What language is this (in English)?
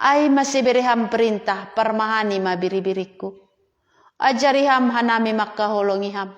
Batak Simalungun